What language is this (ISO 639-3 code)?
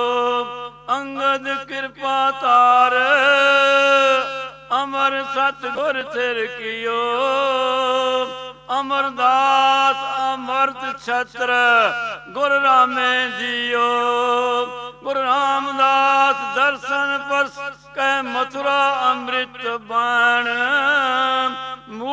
pan